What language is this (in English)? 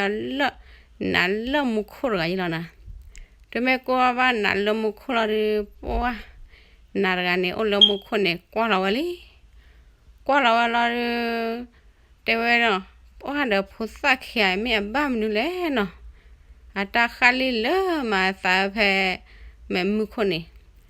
S'gaw Karen